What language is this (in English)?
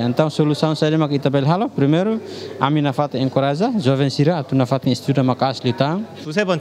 Tetum